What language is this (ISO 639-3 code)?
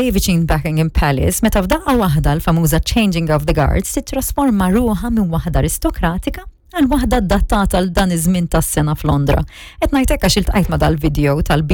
mlt